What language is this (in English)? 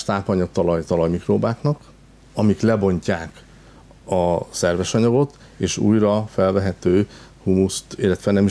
Hungarian